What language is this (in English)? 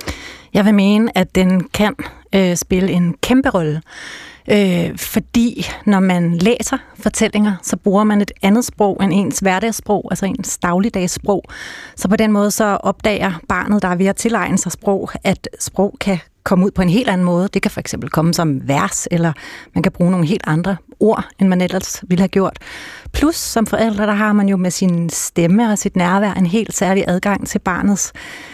Danish